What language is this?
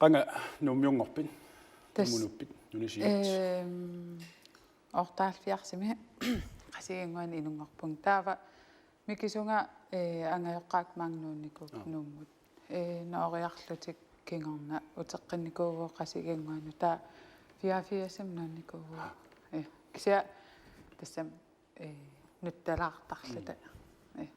Kalaallisut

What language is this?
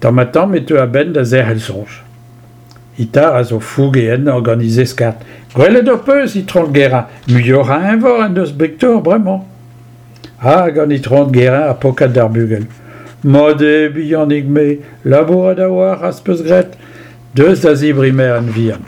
Breton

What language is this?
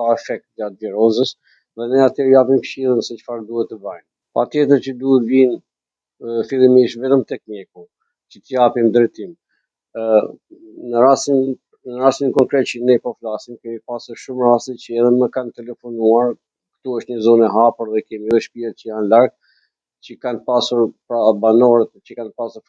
Albanian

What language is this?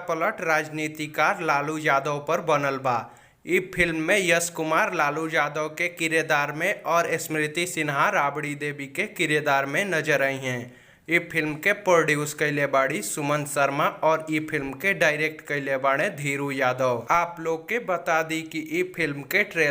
Bhojpuri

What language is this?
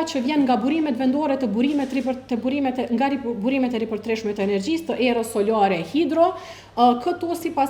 Albanian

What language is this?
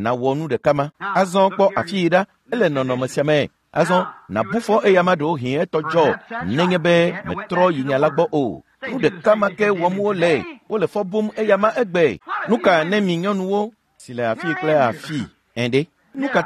Ewe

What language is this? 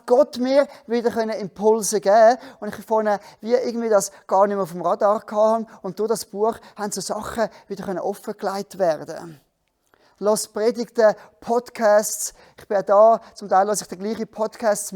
Swiss German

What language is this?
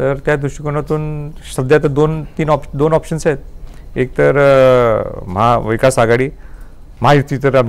Marathi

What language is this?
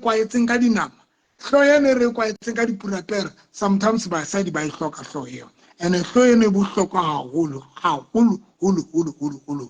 Southern Sotho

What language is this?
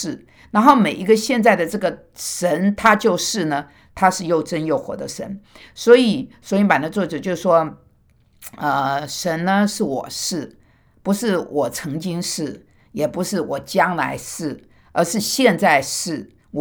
Chinese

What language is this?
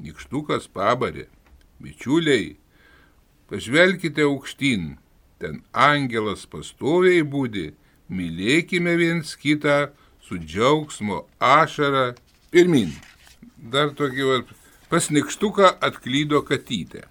Lithuanian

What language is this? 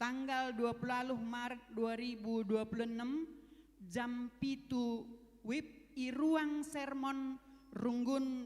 Batak Karo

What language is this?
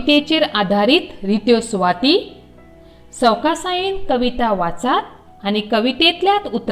Konkani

